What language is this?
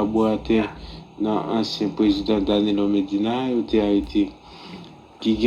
Haitian Creole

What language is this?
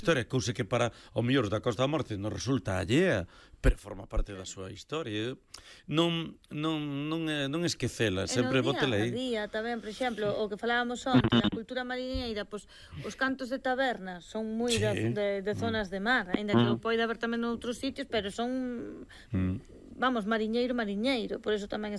Galician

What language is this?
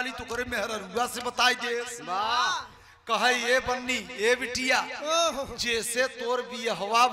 Bhojpuri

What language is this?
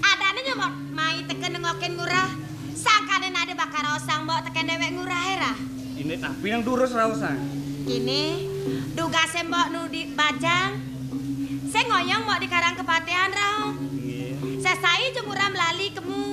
Balinese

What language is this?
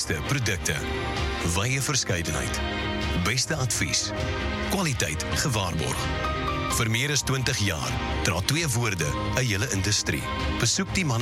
Afrikaans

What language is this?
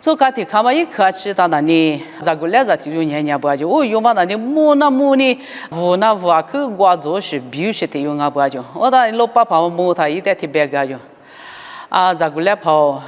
Lisu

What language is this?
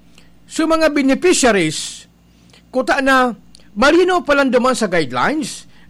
Bikol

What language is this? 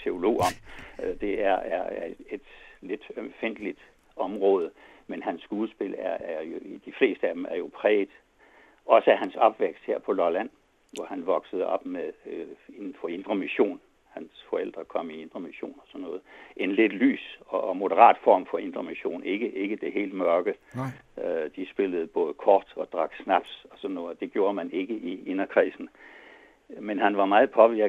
Danish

